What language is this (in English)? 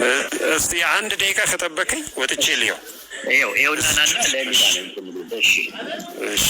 Amharic